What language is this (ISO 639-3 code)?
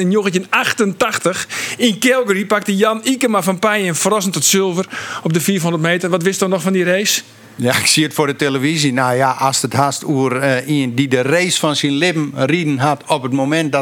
fry